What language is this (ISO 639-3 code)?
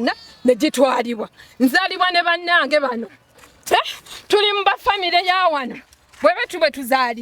lug